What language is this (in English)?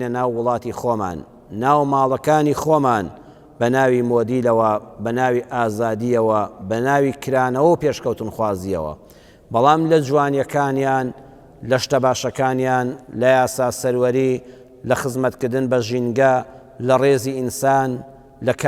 Central Kurdish